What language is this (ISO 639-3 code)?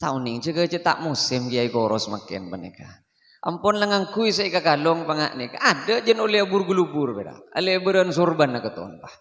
mad